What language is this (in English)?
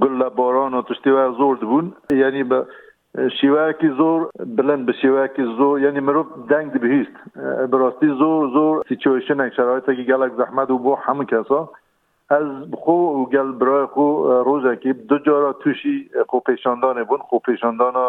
Kurdish